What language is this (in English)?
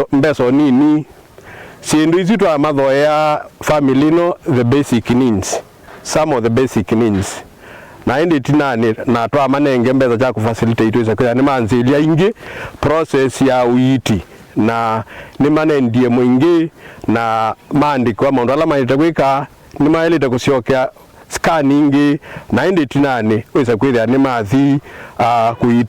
Kamba